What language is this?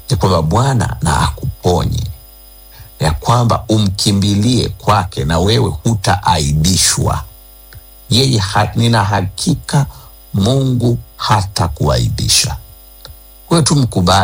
Swahili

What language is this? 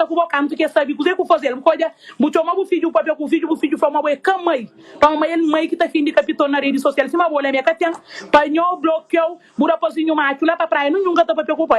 Kabuverdianu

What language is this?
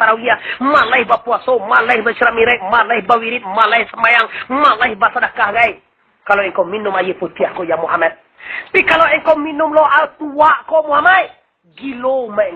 Minangkabau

